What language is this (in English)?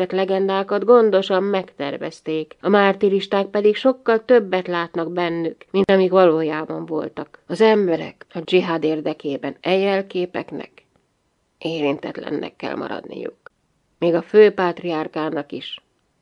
Hungarian